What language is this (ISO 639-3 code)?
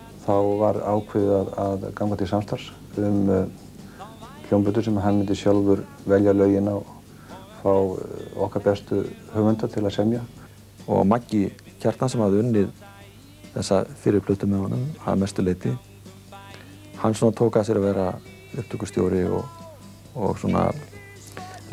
isl